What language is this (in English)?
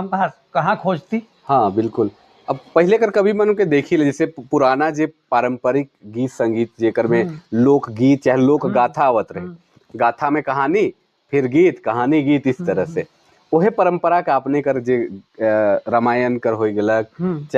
Sadri